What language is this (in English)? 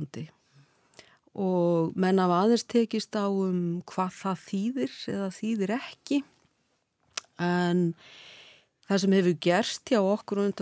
Icelandic